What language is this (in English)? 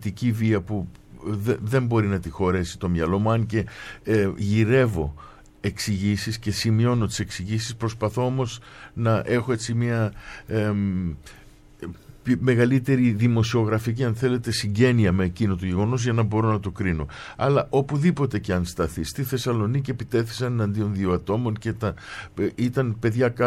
Greek